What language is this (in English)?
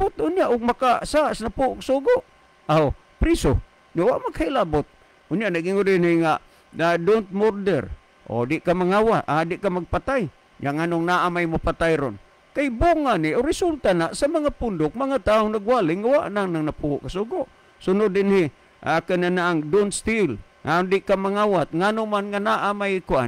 Cebuano